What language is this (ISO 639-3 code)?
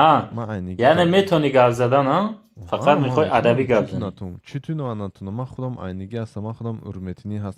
tgk